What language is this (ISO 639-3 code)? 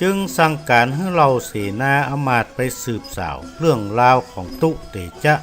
nod